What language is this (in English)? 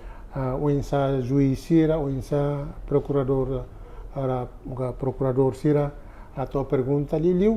Tetum